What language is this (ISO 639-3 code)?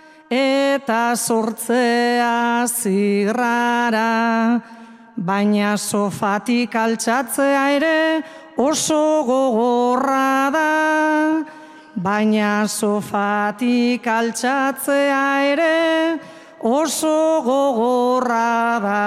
eus